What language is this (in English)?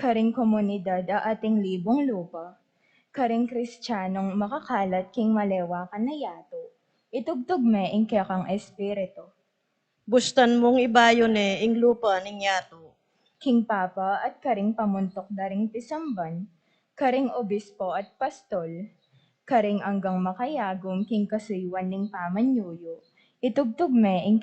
Pampanga